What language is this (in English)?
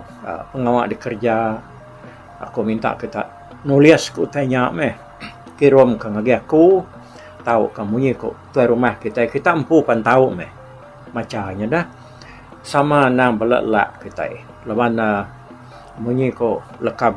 Iban